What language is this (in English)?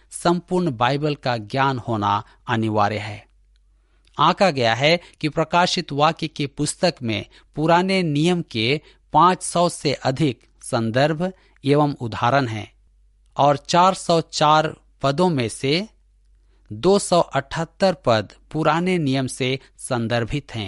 Hindi